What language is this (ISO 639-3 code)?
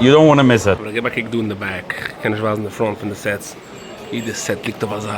yid